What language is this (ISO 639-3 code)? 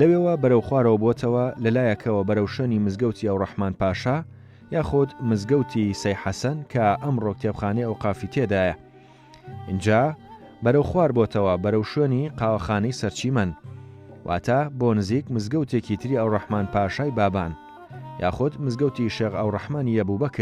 ckb